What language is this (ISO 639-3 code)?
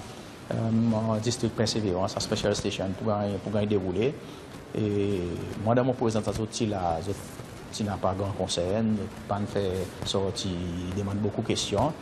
crs